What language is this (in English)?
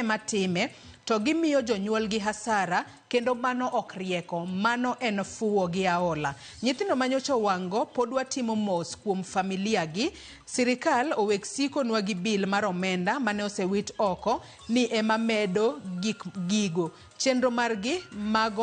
Luo (Kenya and Tanzania)